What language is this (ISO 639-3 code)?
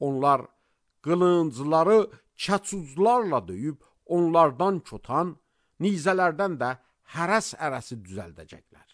aze